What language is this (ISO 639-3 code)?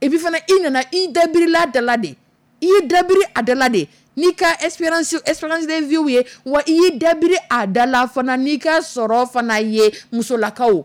dyu